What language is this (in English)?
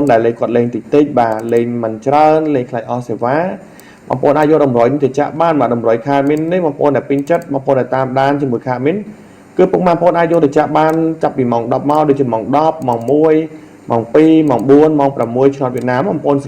Khmer